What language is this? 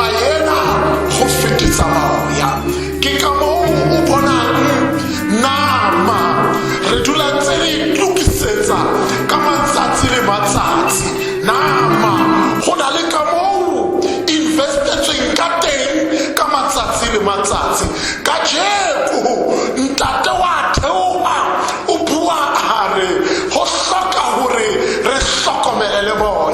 Tswana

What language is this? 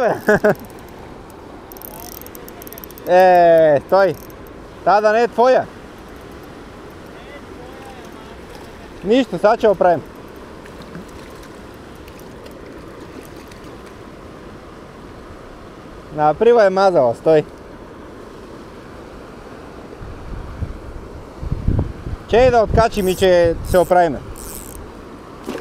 Bulgarian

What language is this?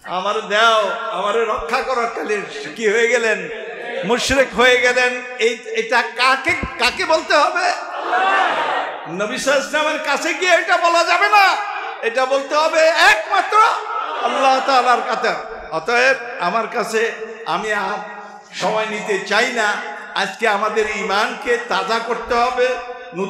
Bangla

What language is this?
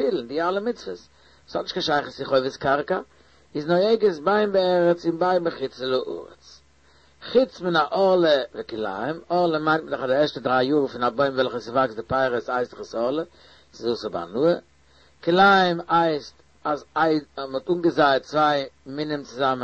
Yiddish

